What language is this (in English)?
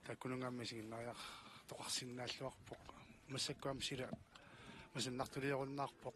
Kalaallisut